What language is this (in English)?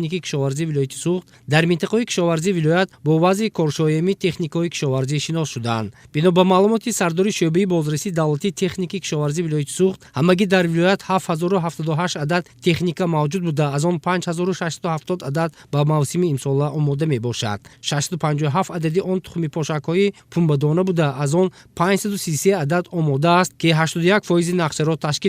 Tajik